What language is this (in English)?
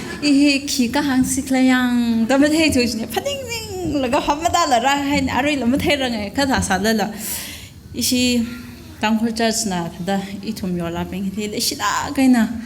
Tangkhul Naga (India)